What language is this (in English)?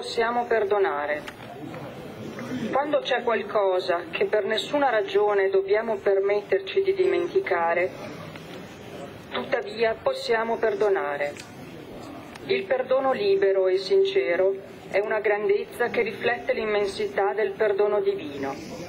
Italian